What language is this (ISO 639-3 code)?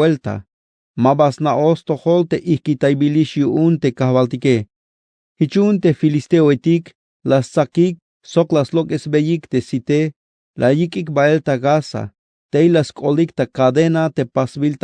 tzh